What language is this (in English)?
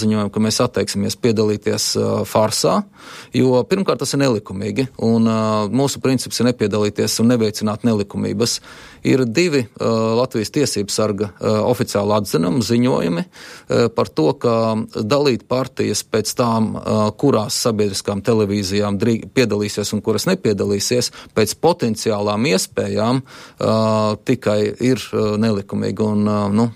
Latvian